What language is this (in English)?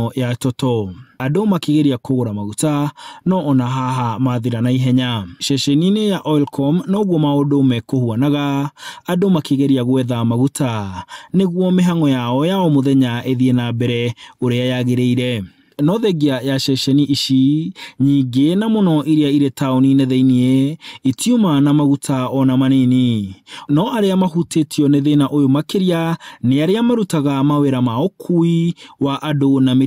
Kikuyu